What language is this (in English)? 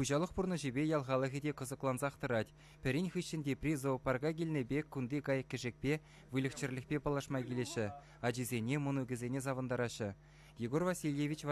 Chuvash